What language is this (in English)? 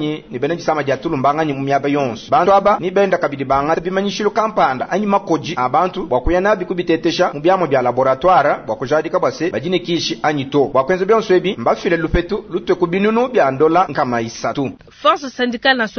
Luba-Lulua